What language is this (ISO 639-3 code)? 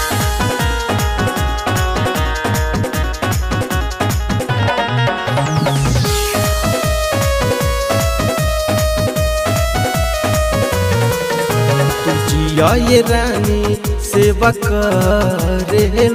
bho